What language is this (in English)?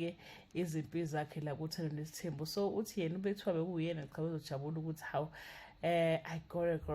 Zulu